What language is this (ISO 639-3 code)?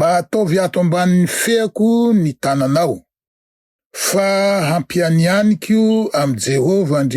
mlg